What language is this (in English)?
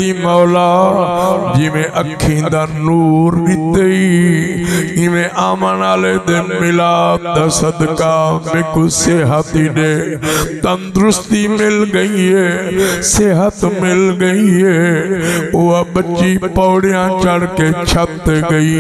Saraiki